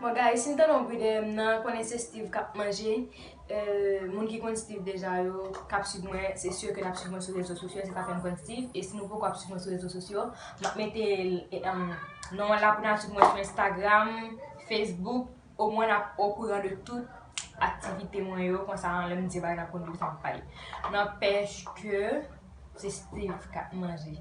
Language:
Haitian Creole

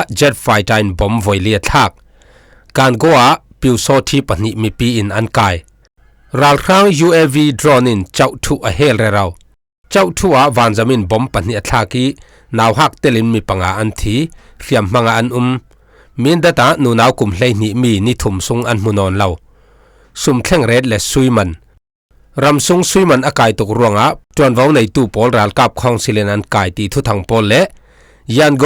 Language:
Falam Chin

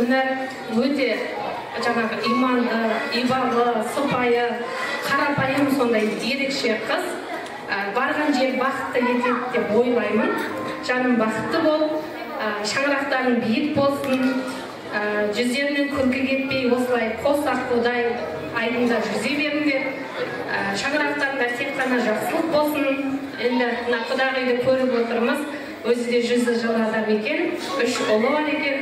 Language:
Kazakh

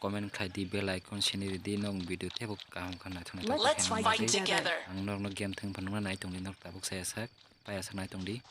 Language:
Kok Borok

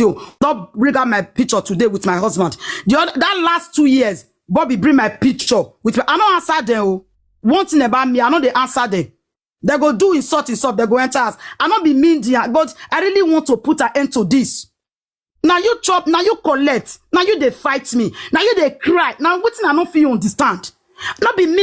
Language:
Nigerian Pidgin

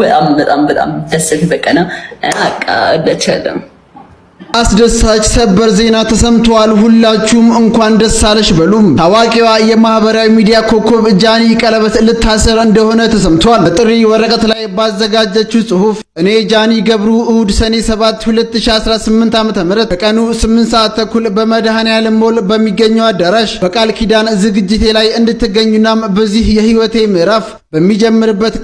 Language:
Amharic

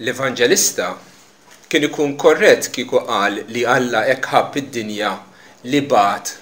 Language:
Maltese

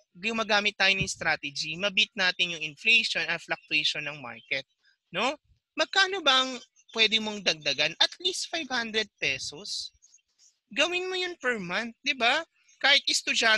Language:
Filipino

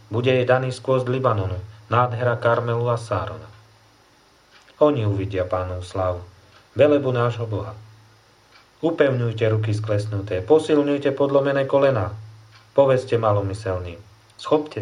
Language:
Slovak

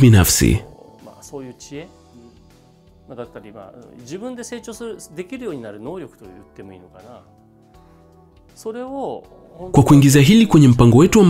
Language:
Swahili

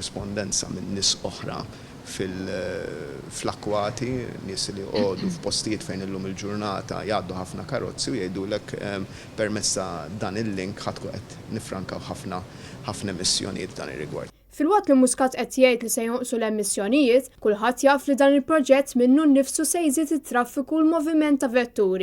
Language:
Maltese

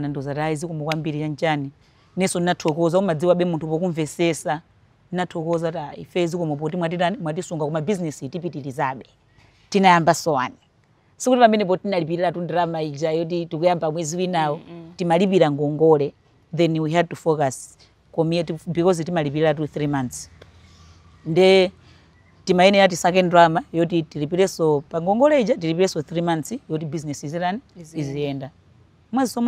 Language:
Nyanja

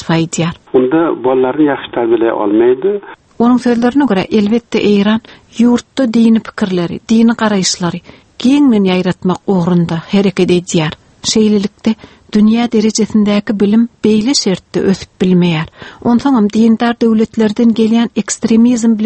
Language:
Turkmen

